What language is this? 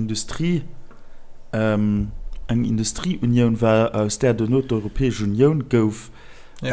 Luxembourgish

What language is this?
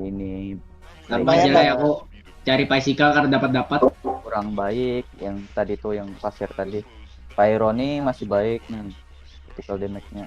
Banjar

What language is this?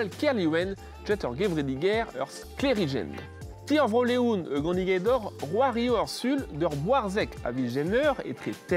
Breton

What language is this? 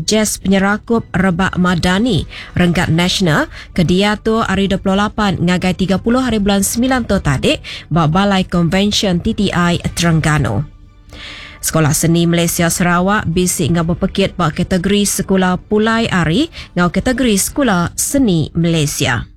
Iban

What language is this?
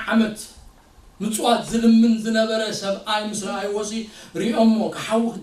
Tigrinya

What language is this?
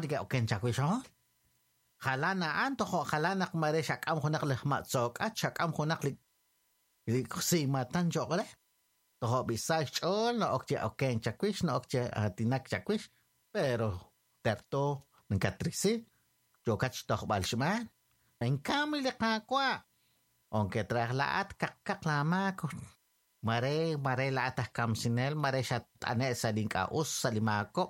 Kekchí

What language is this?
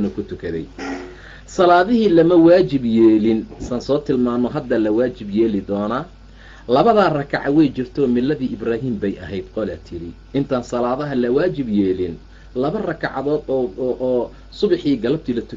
Somali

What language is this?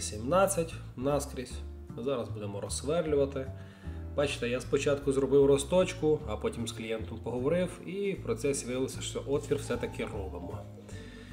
Ukrainian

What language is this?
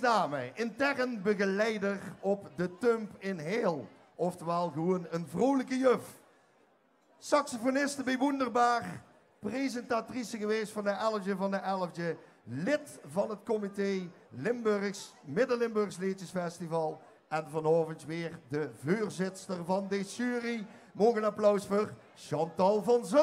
Limburgish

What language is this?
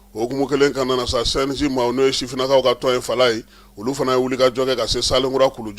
Bambara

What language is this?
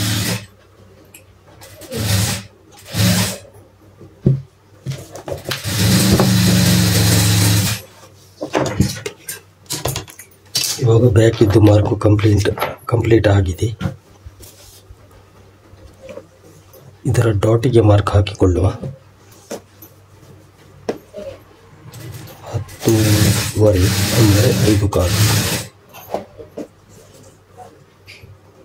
Kannada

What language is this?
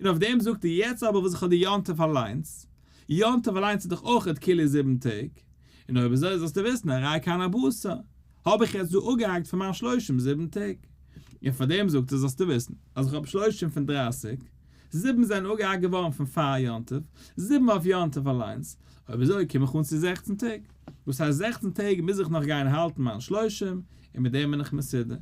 Yiddish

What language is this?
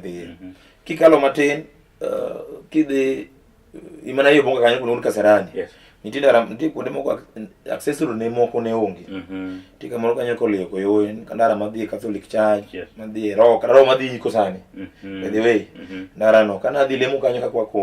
Luo (Kenya and Tanzania)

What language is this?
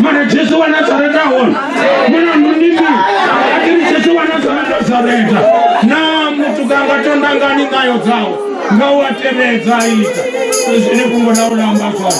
Venda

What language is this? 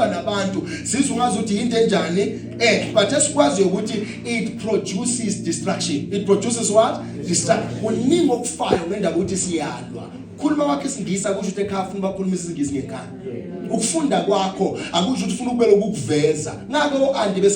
Zulu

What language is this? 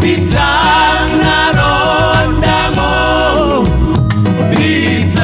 Batak Simalungun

